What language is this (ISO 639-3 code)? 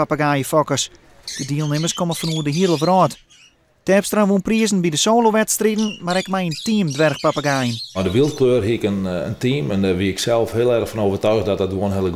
fry